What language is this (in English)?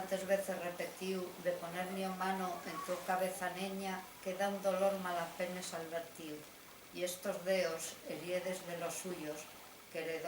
Asturian